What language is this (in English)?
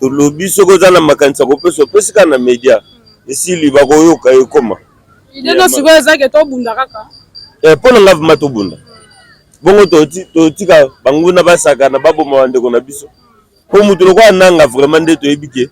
Lingala